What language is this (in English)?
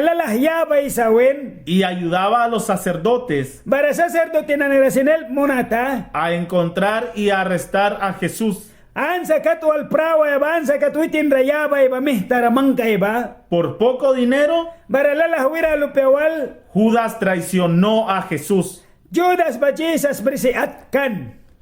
Mískito